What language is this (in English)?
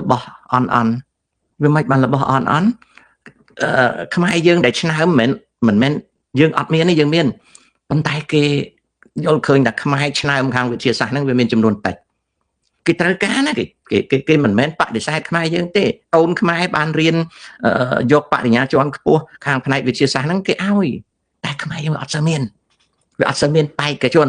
Khmer